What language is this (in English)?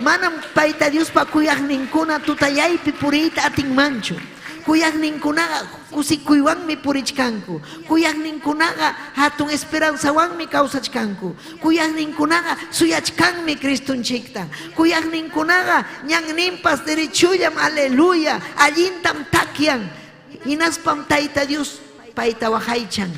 Ayacucho Quechua